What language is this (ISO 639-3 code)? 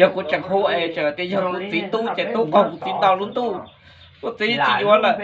hmn